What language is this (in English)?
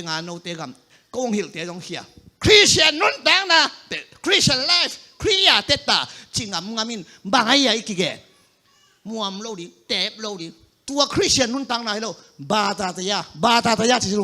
Tedim Chin